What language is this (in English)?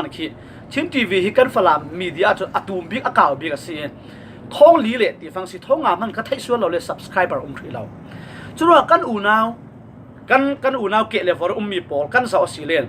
Falam Chin